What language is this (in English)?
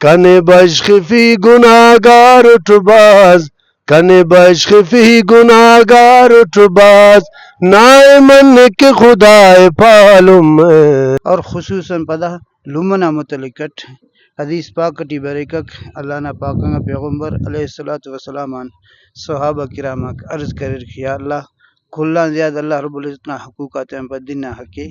Brahui